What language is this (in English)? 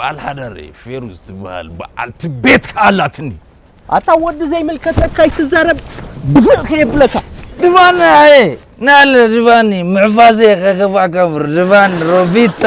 Tigrinya